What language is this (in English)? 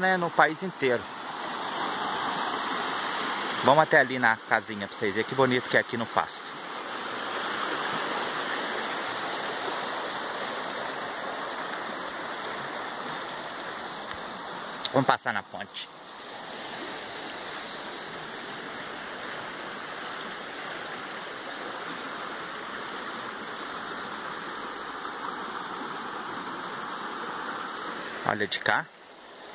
Portuguese